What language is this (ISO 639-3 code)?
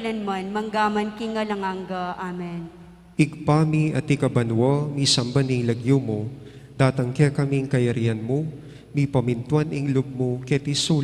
pam